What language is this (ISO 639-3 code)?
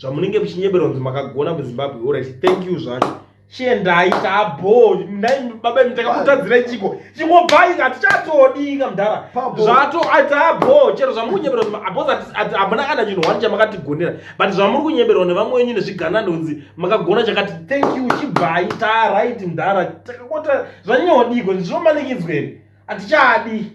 sna